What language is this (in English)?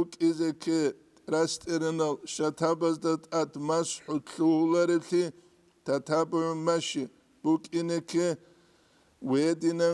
Avaric